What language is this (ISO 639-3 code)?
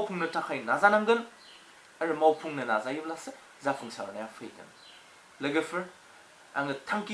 brx